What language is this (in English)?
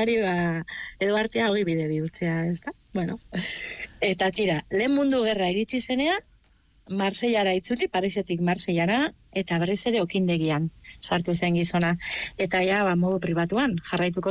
Basque